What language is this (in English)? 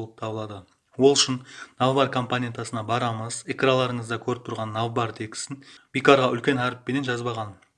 Kara-Kalpak